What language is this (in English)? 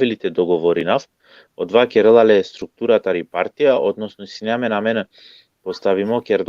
Balkan Romani